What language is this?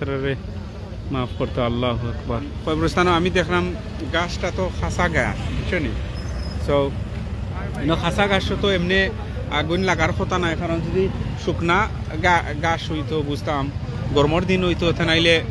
Sylheti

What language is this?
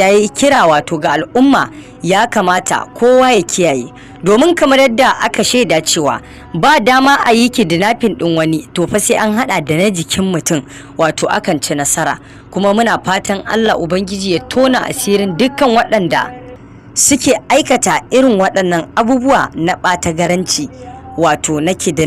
Hausa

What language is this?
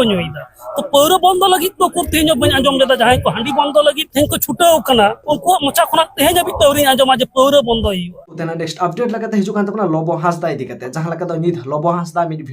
Santali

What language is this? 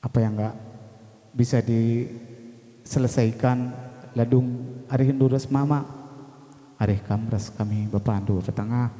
Batak Karo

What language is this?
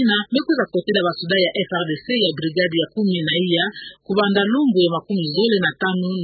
Kituba (Democratic Republic of Congo)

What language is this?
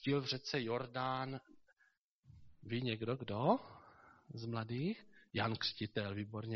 Czech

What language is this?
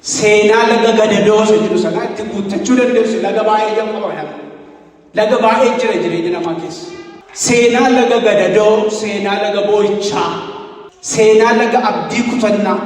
Oromo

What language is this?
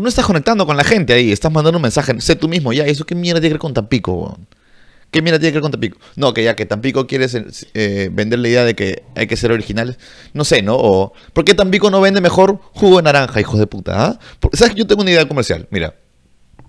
Spanish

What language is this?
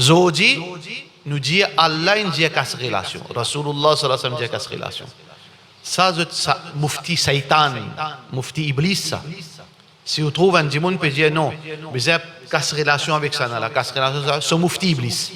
Morisyen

